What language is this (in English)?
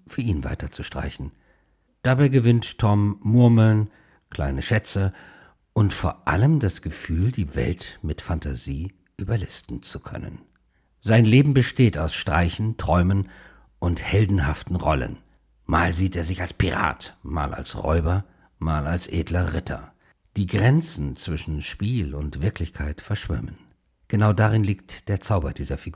German